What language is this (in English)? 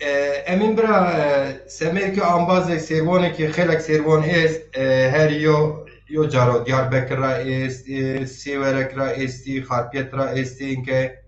Zaza